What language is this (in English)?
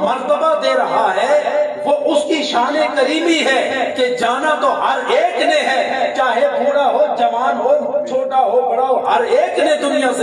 Urdu